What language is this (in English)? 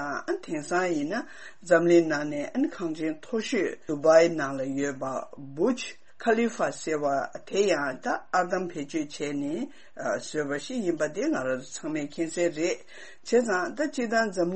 Tibetan